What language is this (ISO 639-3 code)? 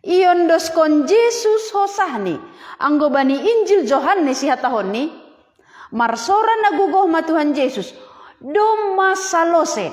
bts